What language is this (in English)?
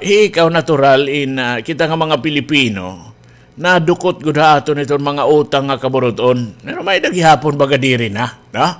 Waray